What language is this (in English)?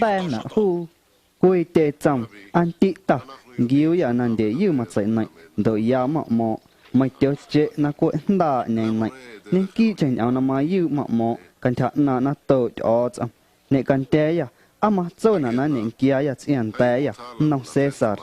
Guerrero Amuzgo